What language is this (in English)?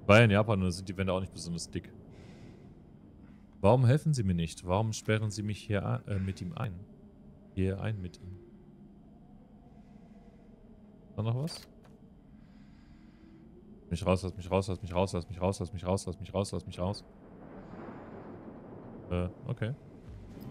German